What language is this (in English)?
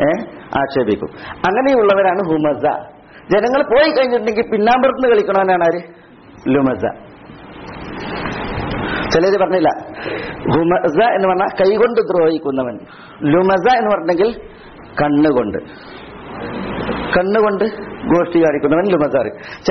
Malayalam